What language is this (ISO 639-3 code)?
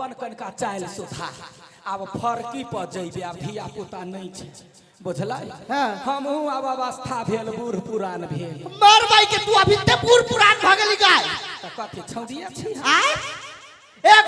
mai